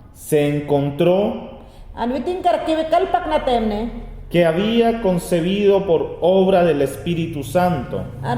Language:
Mayangna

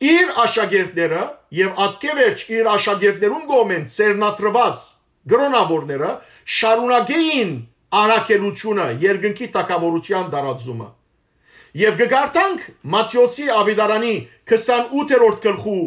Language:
Western Armenian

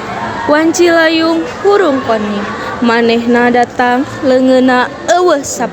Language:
Sundanese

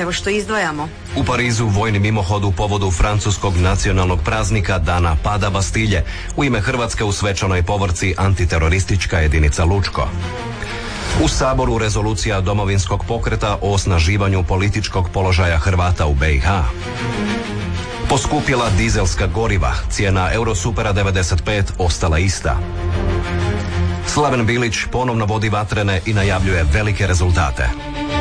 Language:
Croatian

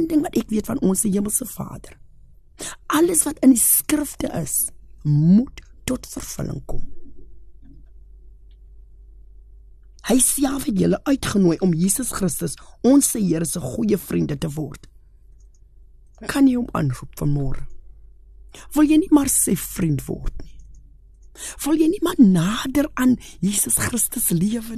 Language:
Afrikaans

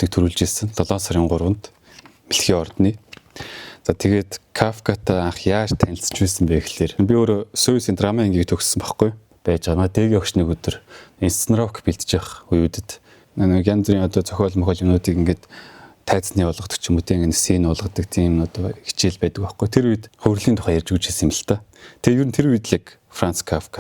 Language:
Mongolian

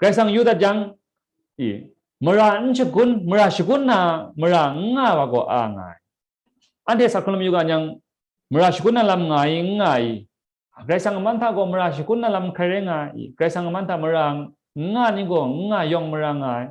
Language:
Kachin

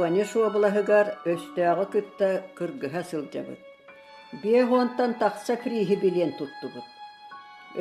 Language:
Yakut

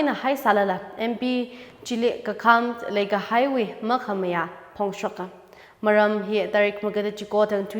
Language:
Tangkhul Naga (India)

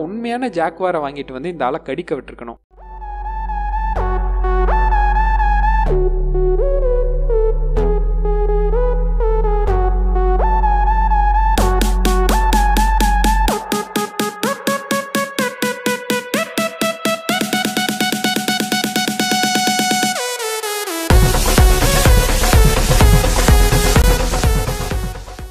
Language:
Tamil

